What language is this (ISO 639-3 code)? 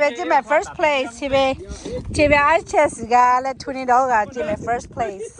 lhu